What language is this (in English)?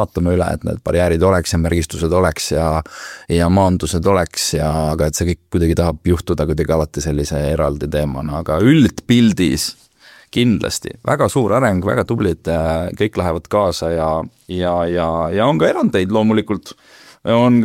Estonian